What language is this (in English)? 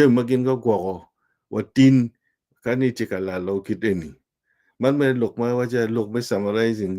Acoli